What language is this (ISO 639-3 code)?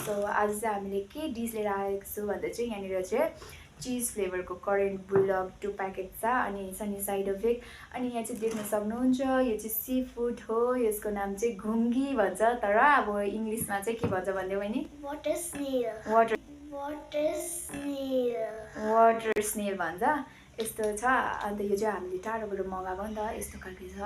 nep